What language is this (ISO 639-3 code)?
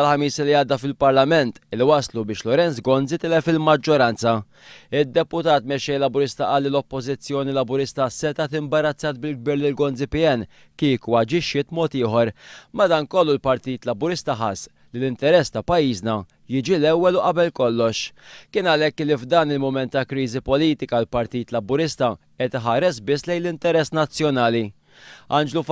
mlt